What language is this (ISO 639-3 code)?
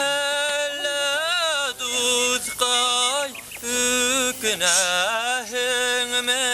bak